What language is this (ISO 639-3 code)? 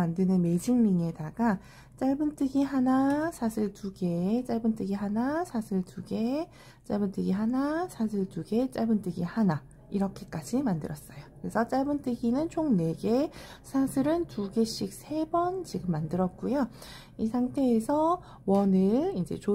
kor